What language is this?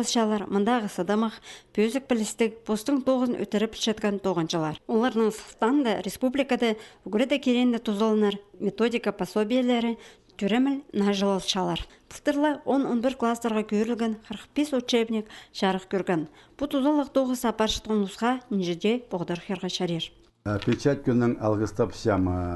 Khakas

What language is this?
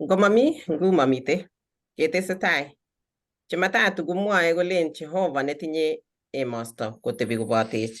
Kalenjin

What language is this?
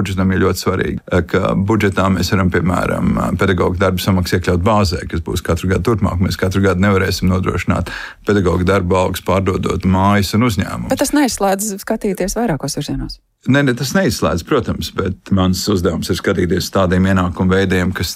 Latvian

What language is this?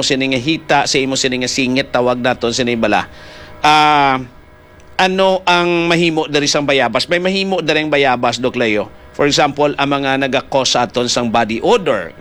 Hiligaynon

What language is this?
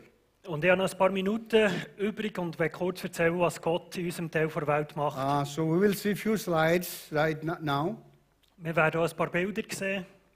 Swiss German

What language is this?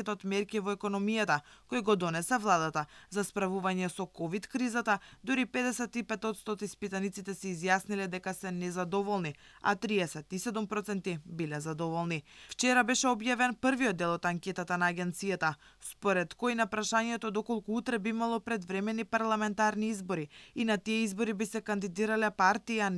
Macedonian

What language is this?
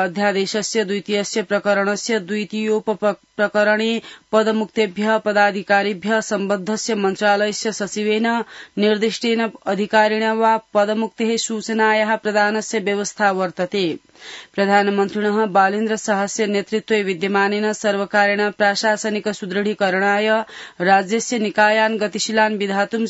Sanskrit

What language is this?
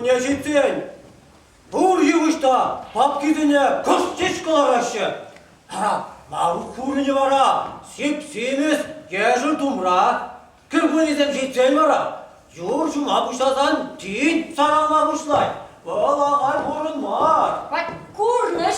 Chuvash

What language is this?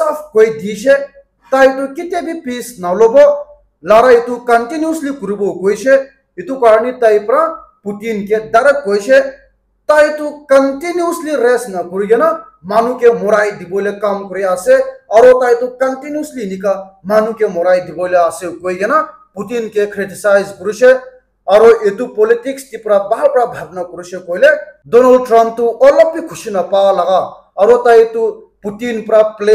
Naga Pidgin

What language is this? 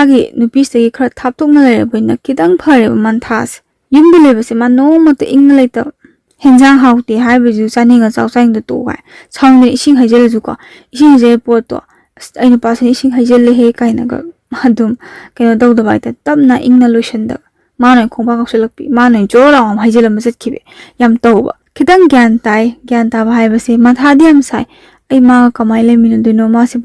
Manipuri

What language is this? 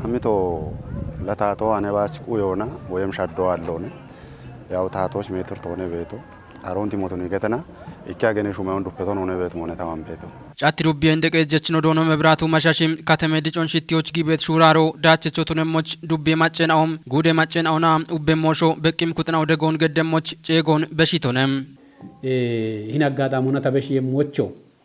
Kafa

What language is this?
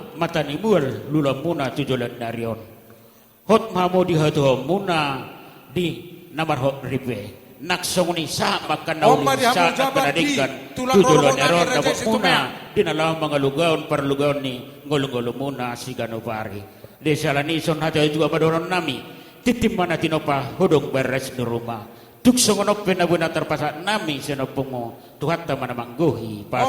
Batak Toba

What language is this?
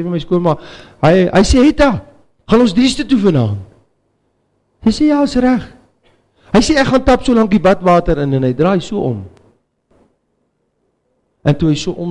Afrikaans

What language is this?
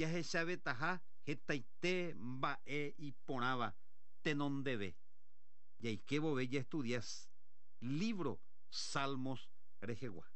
Guarani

